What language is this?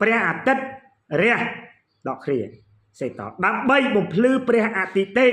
Khmer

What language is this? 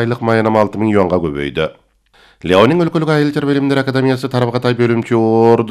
Kyrgyz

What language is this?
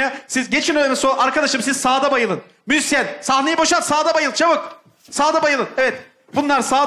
Turkish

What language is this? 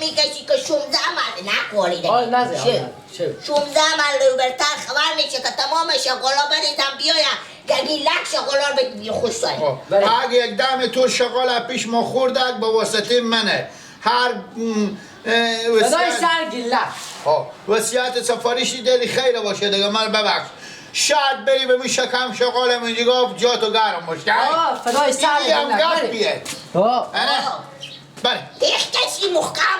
Persian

